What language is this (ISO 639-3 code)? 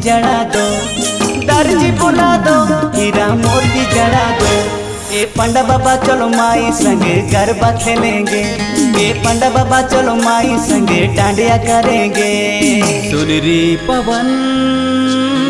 hne